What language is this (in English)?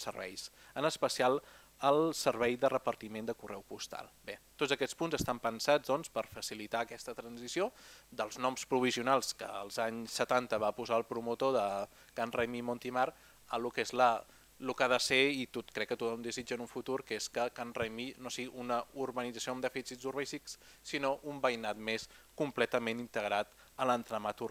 Catalan